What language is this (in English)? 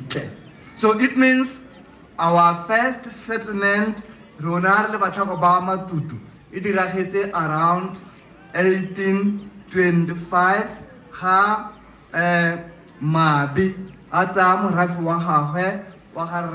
Tswana